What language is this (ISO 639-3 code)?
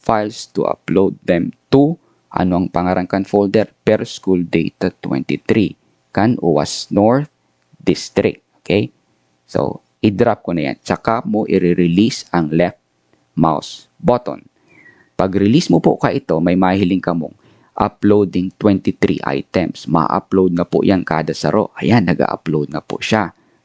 bik